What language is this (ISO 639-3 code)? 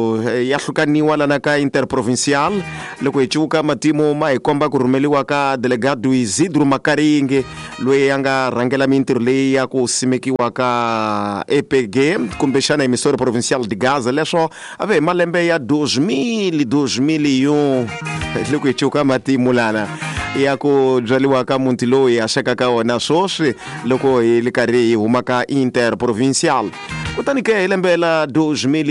tso